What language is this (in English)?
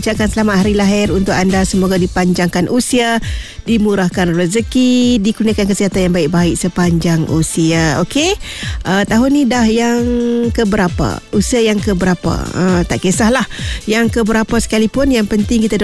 Malay